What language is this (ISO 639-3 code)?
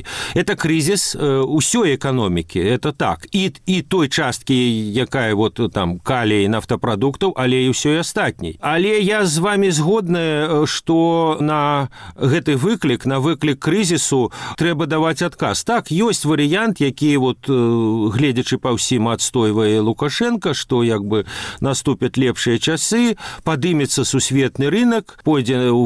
bel